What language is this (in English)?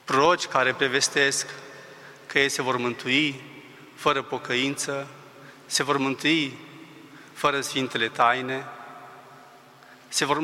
Romanian